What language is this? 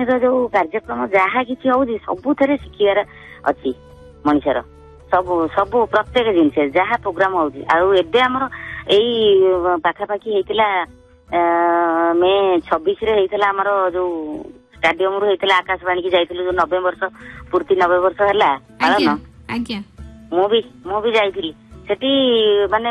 Odia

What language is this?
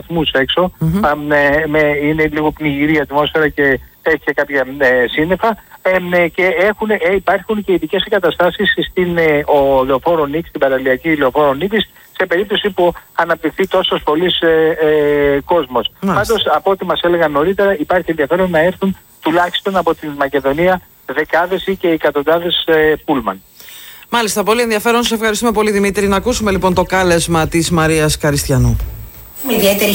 Greek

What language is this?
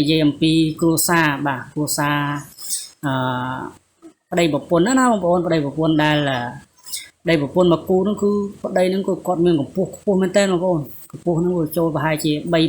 Khmer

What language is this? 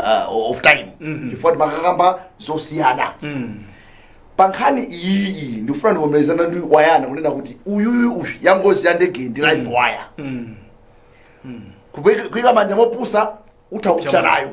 Nyanja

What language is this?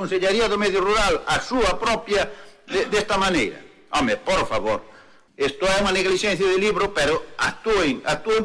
Galician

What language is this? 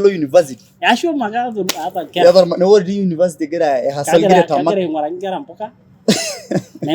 Masai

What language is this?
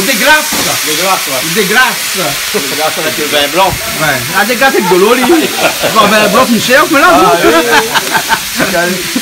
Réunion Creole French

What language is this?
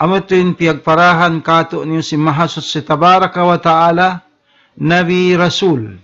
Tausug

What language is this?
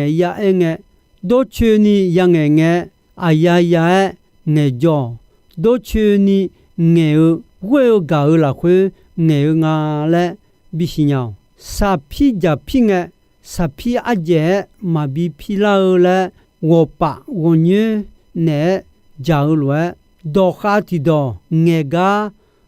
Akha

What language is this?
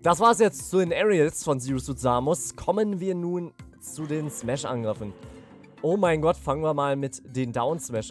German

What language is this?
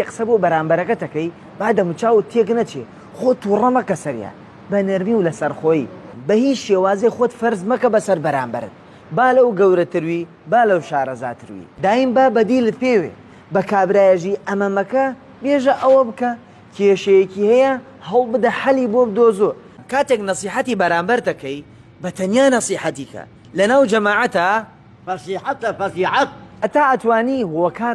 Central Kurdish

